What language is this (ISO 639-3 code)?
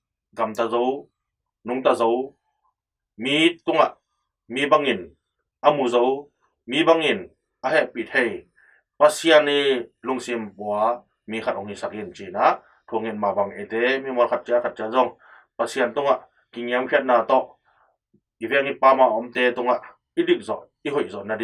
ctd